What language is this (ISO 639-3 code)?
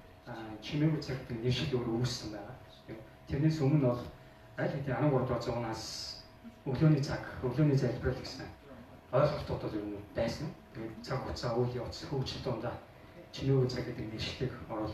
mon